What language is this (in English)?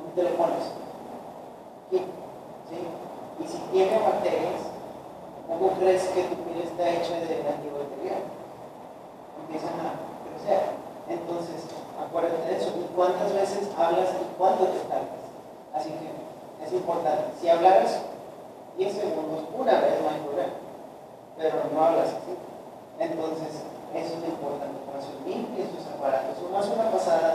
Spanish